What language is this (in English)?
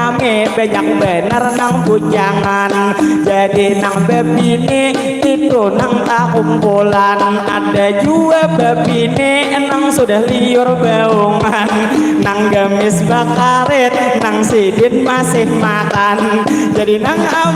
Banjar